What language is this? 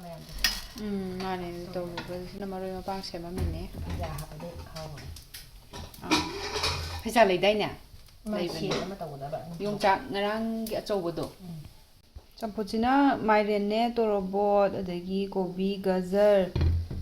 Manipuri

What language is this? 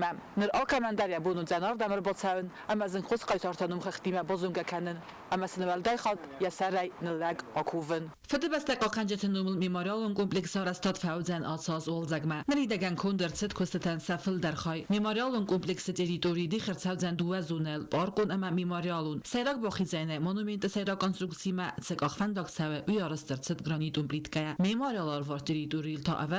Ossetic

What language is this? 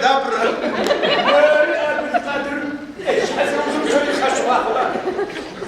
Adyghe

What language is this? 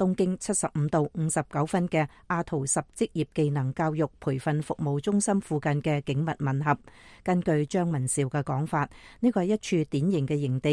Cantonese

